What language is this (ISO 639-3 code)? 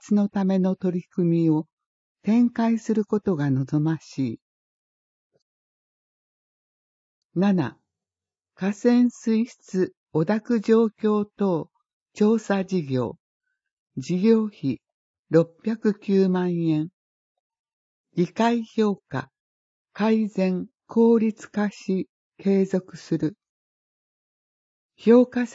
jpn